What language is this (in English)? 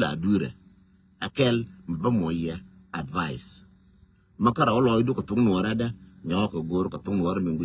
Nuer